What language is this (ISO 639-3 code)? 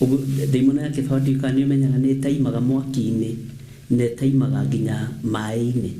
kik